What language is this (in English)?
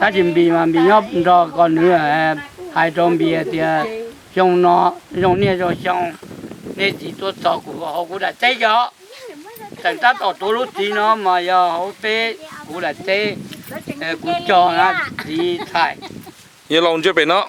Hmong